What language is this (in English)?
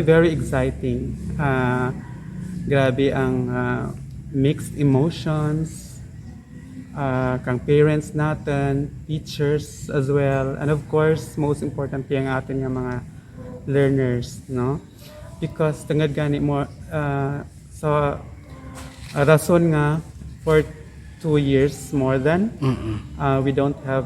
Kinaray-a